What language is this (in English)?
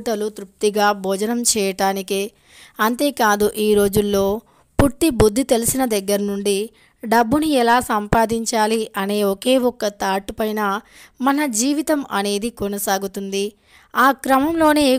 Telugu